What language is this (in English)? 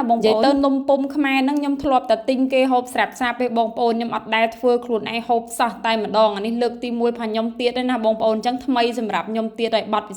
Khmer